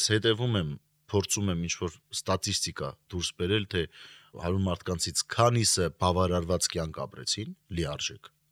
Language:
Armenian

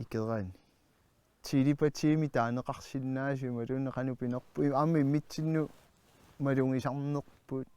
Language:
Kalaallisut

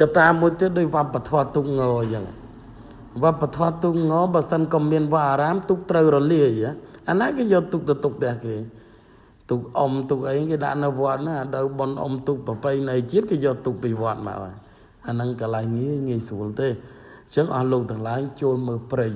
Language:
Khmer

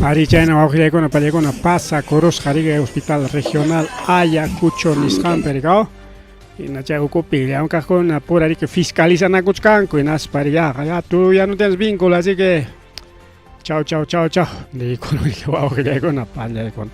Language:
Ayacucho Quechua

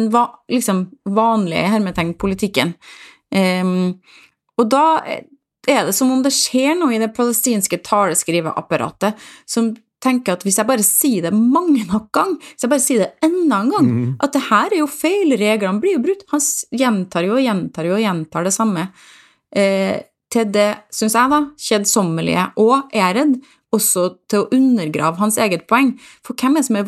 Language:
Norwegian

